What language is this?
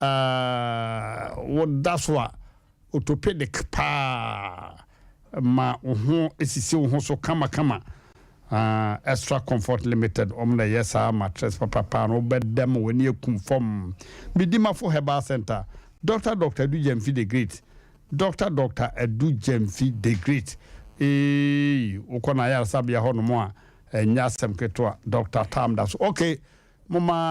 Akan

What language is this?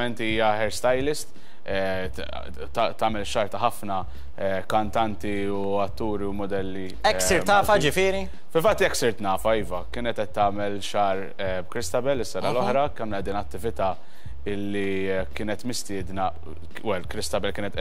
Maltese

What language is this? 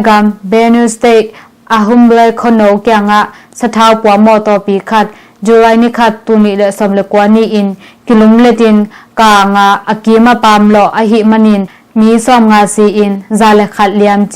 Tedim Chin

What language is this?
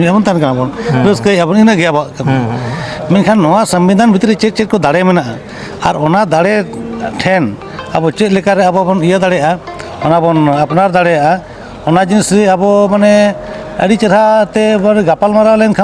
Santali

